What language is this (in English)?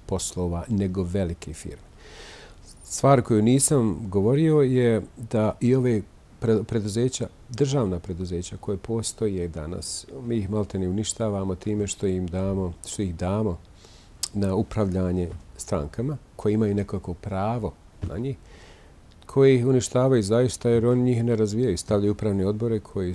Bosnian